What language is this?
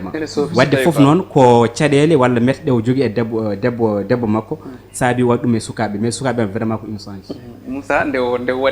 Fula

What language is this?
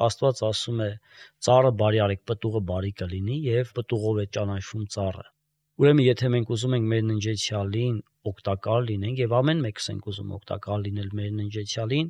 Armenian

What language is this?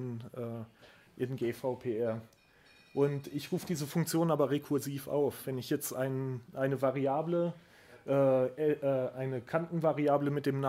German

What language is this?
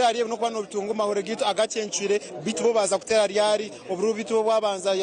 Nyankole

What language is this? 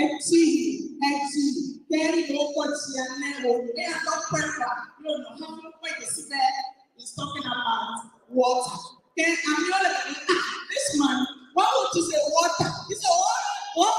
Ewe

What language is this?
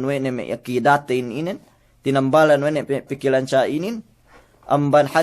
Yakan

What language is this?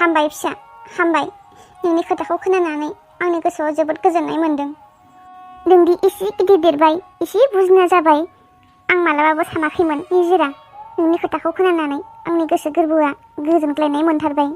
Bodo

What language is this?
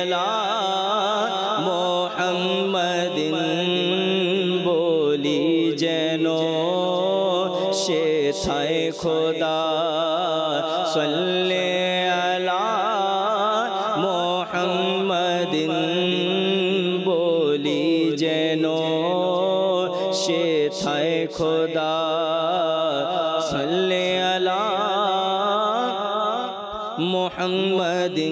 Bangla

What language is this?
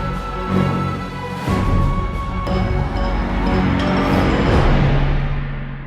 Newari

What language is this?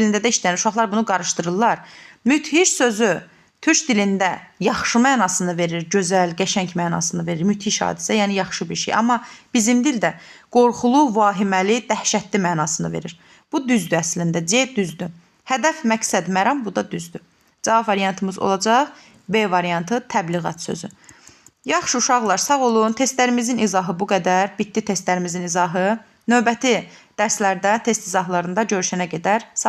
Azerbaijani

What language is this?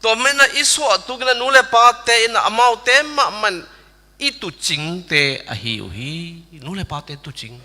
Tedim Chin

